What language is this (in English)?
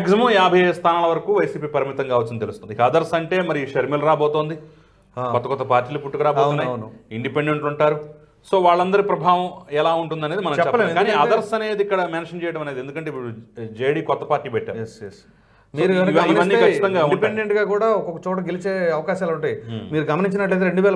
Telugu